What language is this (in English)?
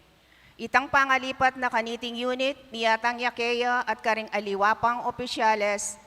Pampanga